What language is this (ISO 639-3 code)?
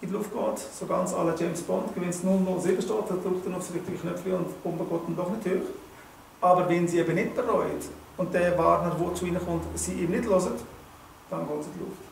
gsw